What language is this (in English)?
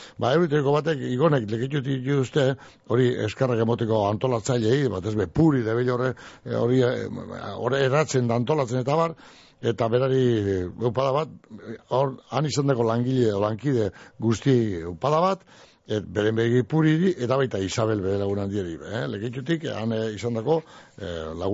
Basque